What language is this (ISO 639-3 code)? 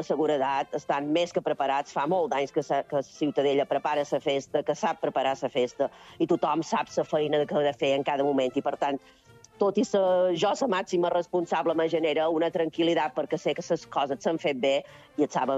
cat